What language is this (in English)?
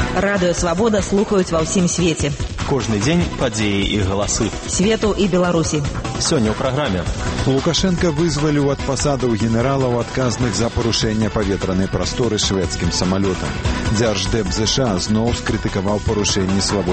Belarusian